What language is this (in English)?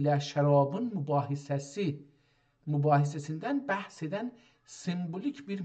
South Azerbaijani